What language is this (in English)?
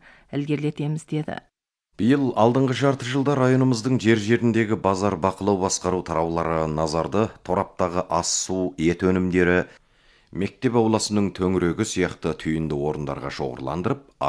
Kazakh